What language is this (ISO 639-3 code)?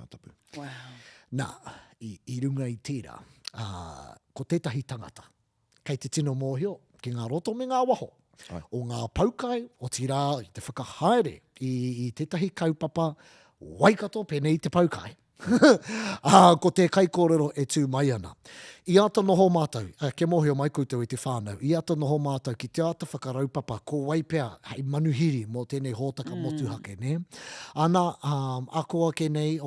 mri